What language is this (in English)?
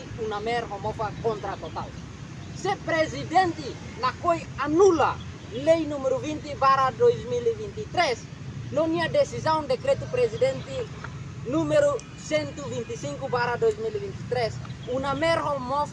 Tetum